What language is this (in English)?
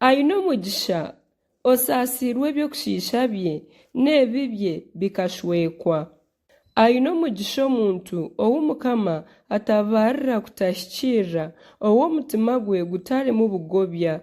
Nyankole